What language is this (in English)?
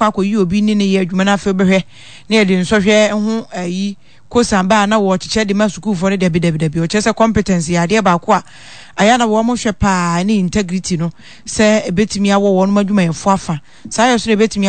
Akan